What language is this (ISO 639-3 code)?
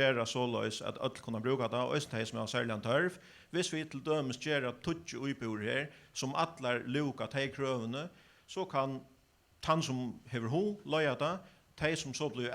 fao